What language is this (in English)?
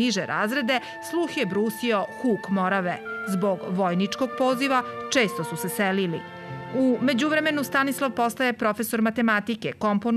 Serbian